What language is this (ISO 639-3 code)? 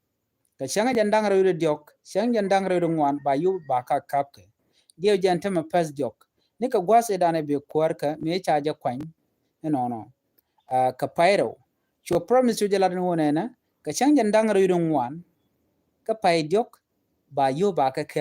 nus